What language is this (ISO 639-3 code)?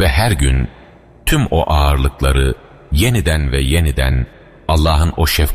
tur